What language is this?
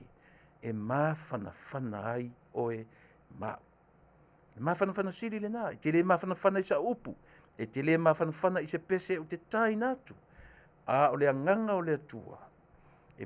Samoan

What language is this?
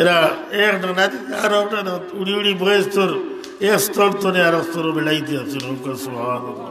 Sylheti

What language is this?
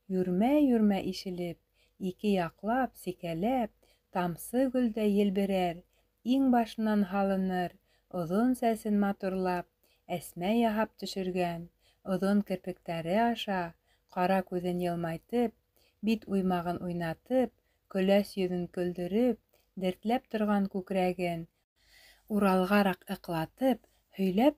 Bashkir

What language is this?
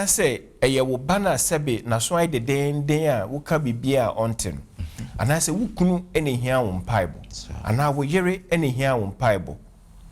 Akan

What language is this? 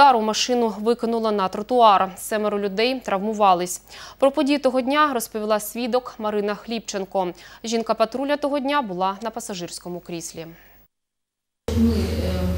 Ukrainian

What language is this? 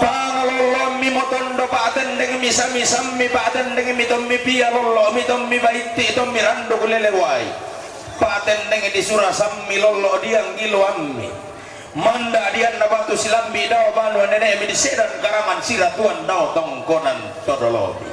Toraja-Sa'dan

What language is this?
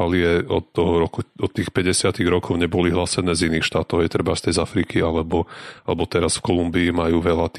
Slovak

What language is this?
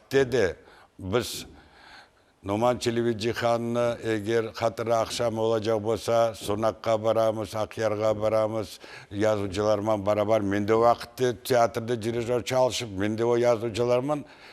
Crimean Tatar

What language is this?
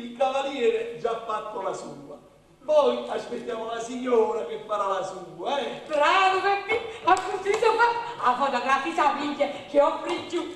Neapolitan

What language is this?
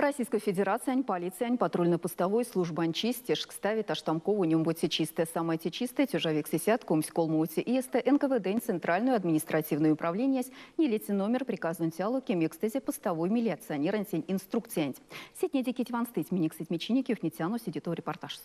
Erzya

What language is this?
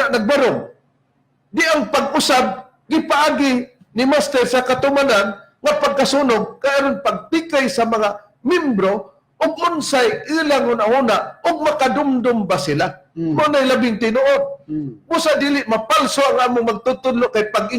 Cebuano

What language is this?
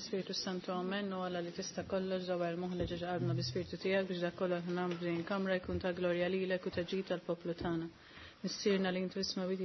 Maltese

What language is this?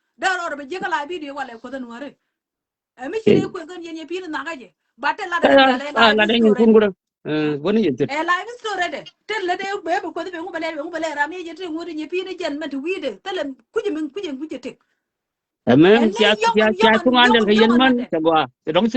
Nuer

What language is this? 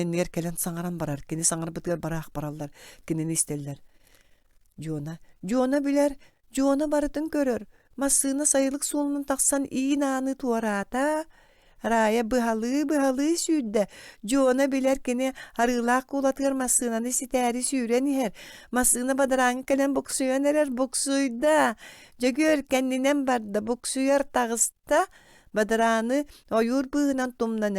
Yakut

